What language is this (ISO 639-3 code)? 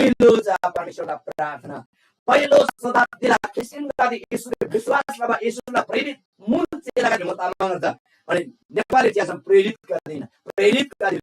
taj